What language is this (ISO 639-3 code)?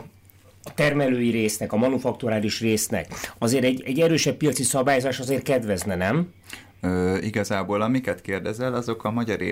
hun